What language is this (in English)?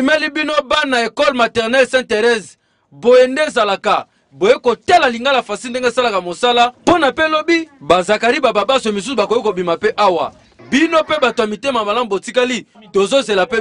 Lingala